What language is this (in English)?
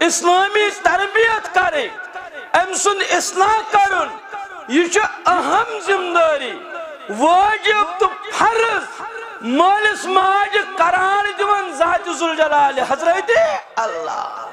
Kashmiri